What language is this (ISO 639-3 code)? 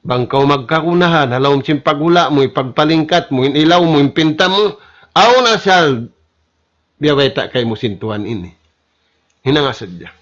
tsg